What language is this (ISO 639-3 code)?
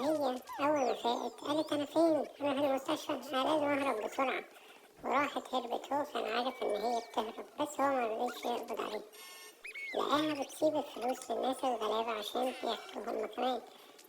arz